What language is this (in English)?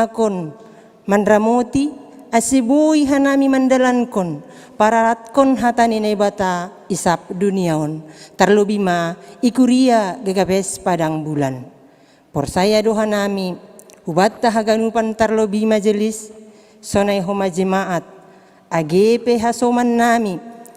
Batak Simalungun